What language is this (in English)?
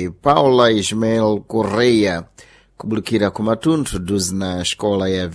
Sena